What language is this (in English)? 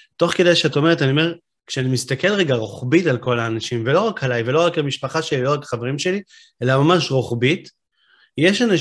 Hebrew